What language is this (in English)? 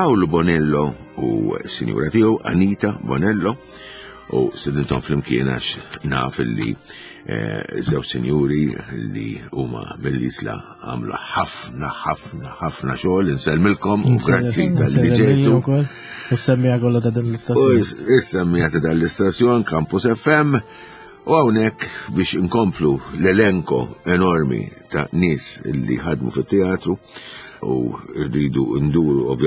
Maltese